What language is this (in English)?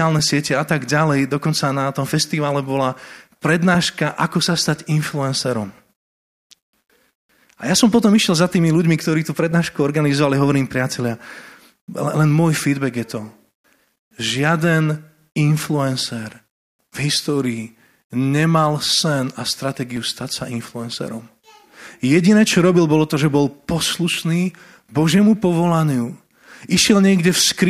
Slovak